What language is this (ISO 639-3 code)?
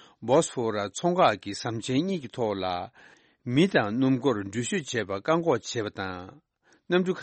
bod